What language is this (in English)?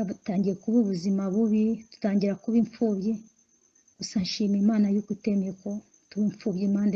Kinyarwanda